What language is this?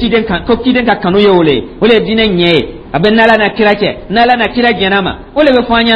Dyula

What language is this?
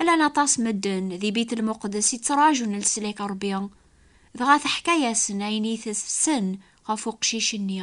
Kabyle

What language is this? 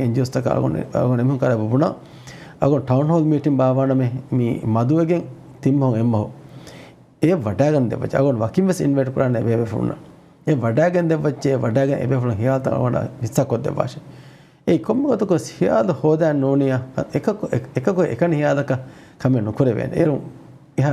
Divehi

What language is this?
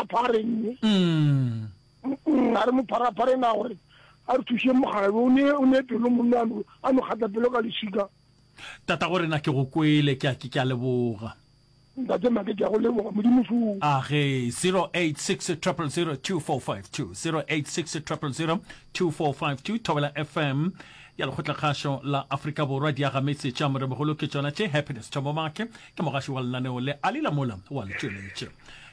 Northern Sotho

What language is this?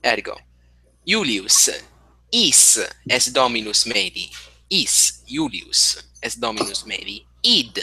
Latin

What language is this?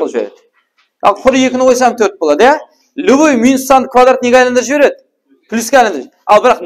Kara-Kalpak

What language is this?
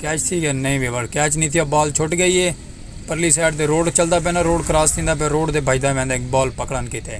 Saraiki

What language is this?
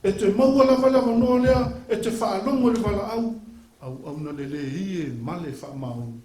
Samoan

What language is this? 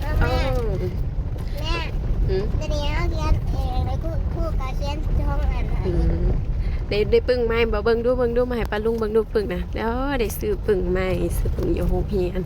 Northeastern Thai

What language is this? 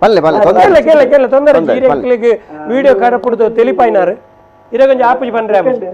Tulu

